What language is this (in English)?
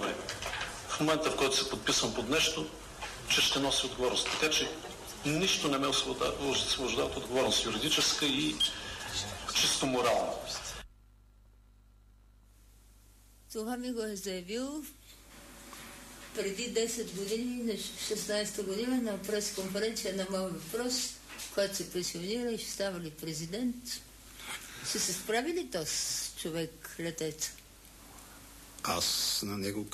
Bulgarian